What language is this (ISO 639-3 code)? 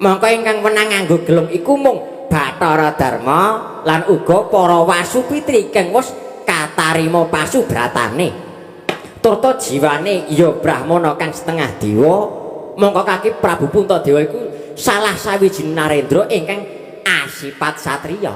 jav